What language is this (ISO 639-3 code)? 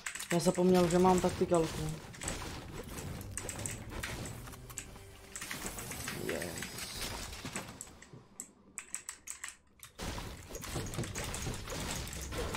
ces